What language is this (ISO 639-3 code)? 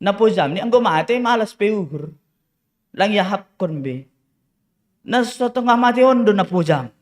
bts